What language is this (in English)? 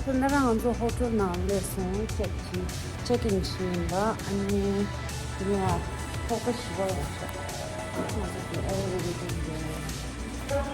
Tibetan